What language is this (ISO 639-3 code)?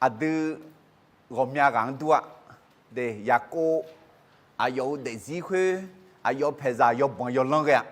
ahk